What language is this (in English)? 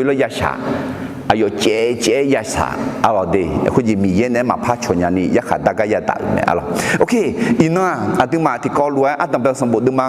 Akha